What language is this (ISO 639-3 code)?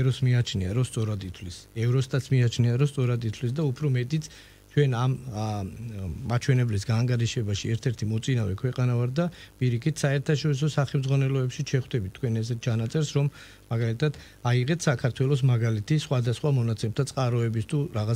kat